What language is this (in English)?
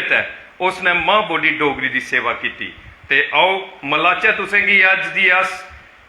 Dogri